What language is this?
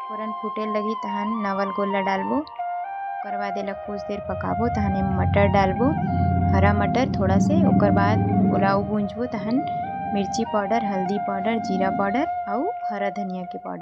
Chhattisgarhi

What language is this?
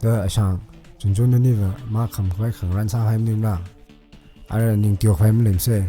Tangkhul Naga (India)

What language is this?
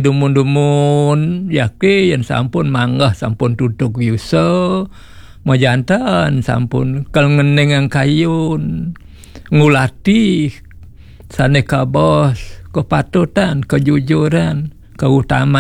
Balinese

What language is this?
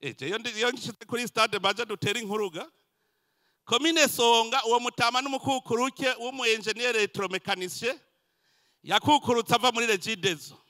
Rundi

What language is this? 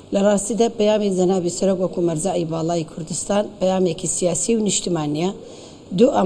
Central Kurdish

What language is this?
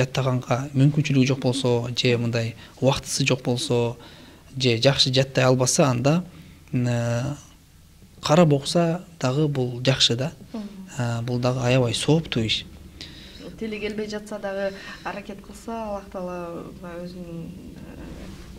Kyrgyz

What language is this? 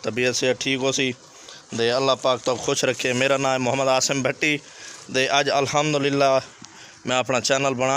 Saraiki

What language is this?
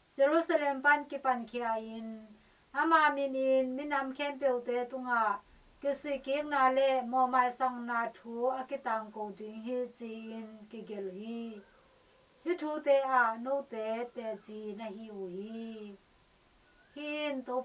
Tedim Chin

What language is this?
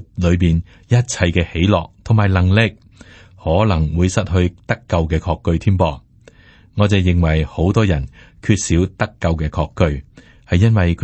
Cantonese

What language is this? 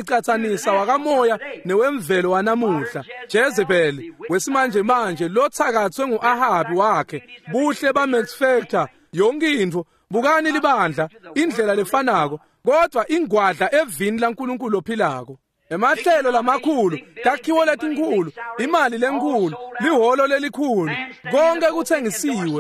Swati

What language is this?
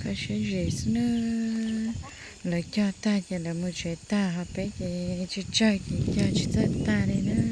Hmong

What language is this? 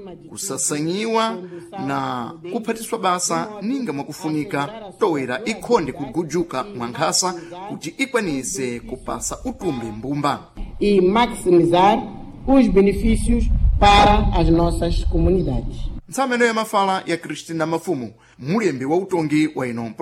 Sena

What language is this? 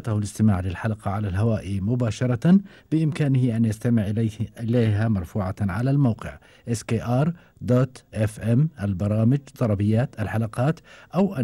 Gulf Arabic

